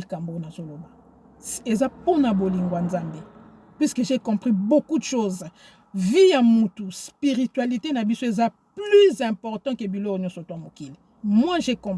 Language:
Lingala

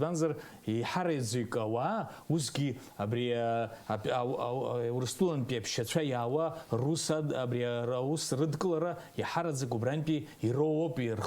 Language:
Abkhazian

